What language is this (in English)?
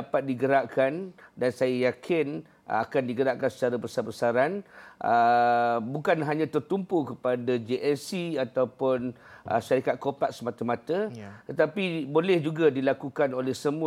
Malay